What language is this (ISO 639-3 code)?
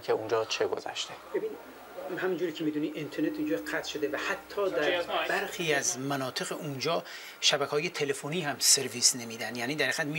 fas